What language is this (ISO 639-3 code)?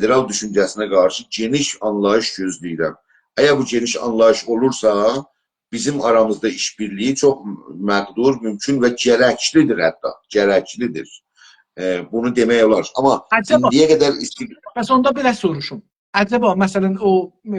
azb